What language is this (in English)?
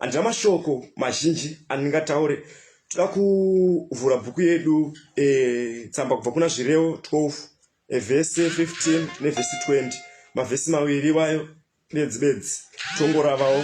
Shona